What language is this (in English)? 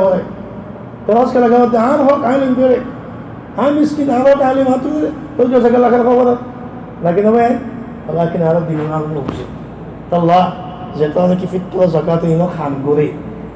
Rohingya